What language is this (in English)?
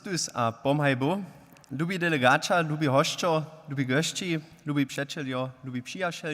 Upper Sorbian